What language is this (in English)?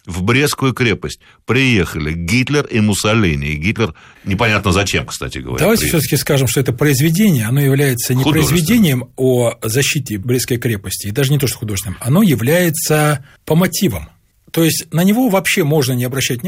Russian